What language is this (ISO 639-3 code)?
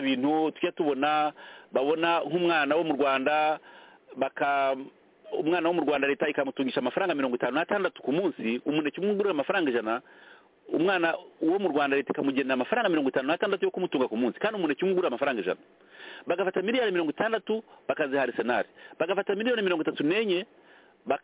kin